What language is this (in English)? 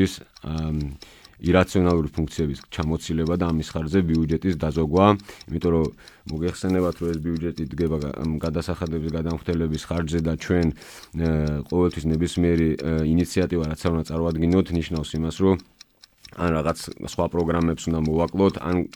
Georgian